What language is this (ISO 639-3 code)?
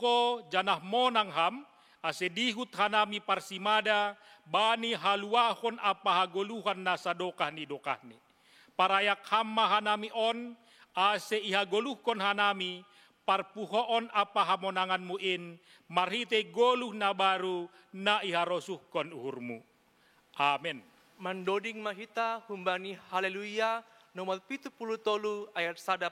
bts